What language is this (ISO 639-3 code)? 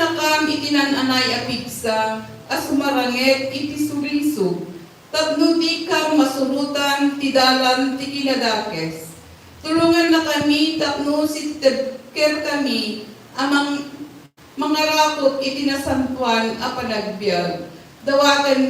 ilo